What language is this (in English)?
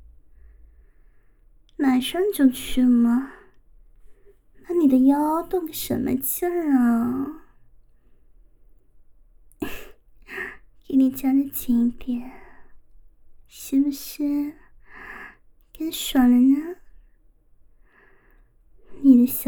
Chinese